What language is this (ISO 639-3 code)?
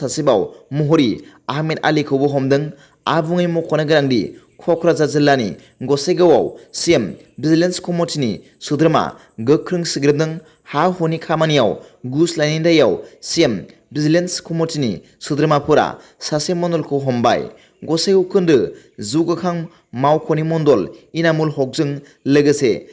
brx